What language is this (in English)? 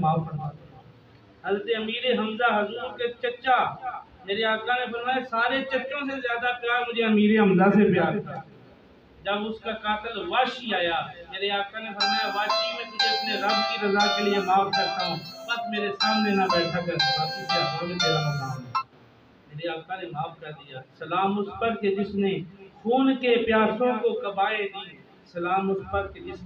Urdu